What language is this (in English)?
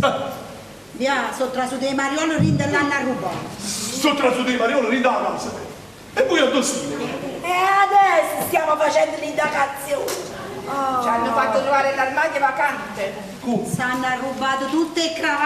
Neapolitan